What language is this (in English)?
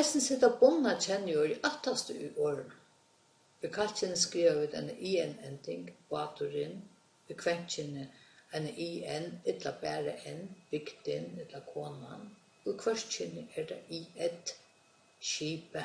Faroese